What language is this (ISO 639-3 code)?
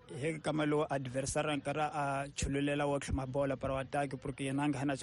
tso